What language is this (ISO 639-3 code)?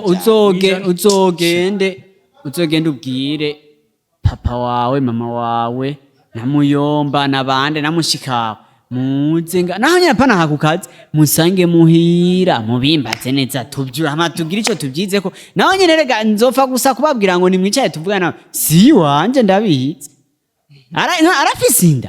run